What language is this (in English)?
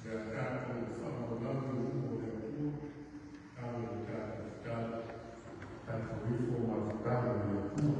Samoan